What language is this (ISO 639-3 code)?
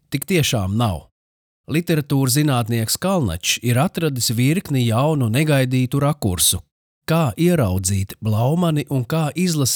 lav